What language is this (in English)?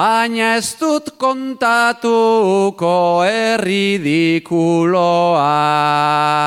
Basque